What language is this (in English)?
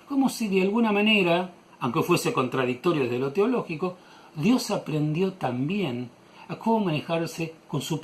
Ladino